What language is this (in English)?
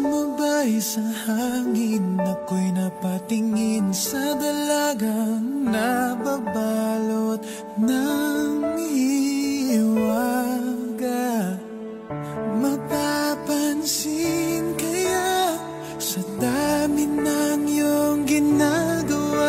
Filipino